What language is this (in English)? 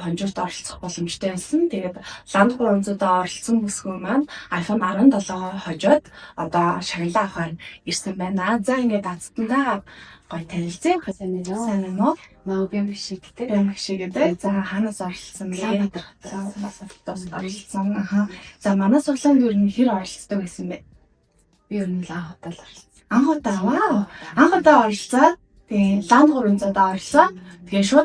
Mongolian